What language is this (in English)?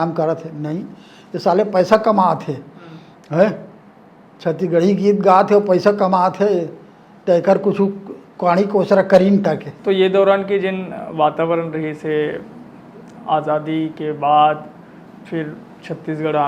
Chhattisgarhi